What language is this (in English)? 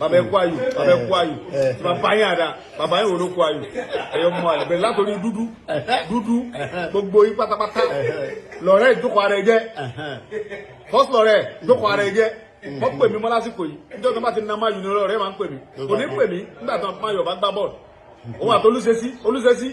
Yoruba